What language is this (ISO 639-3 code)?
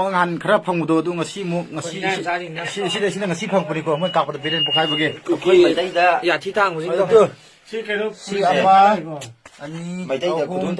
mni